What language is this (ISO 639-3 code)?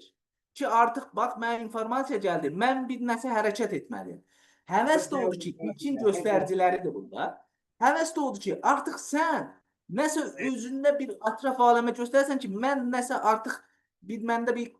aze